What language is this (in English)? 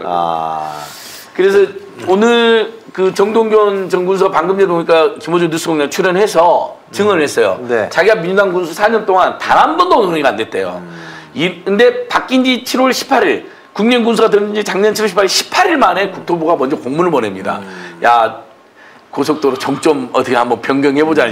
Korean